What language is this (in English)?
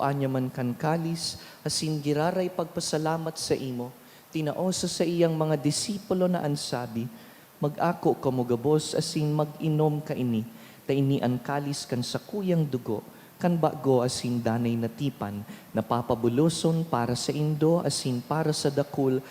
Bikol